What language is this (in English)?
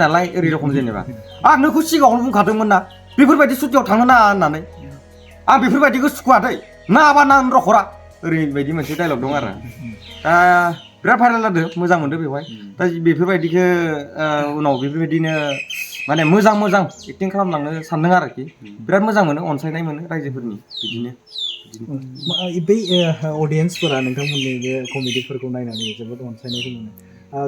Bodo